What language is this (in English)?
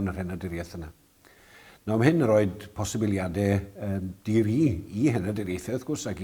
Welsh